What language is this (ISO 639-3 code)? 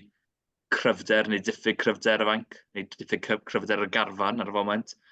cym